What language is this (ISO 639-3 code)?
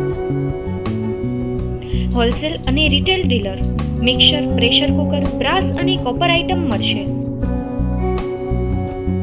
guj